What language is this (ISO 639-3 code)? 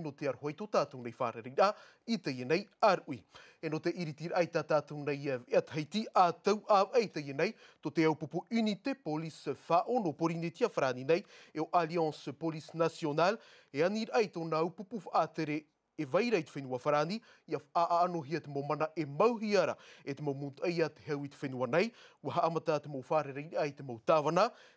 tah